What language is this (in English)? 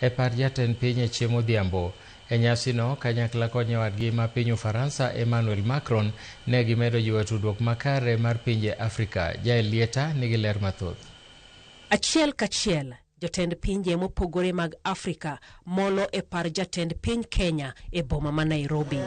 Luo (Kenya and Tanzania)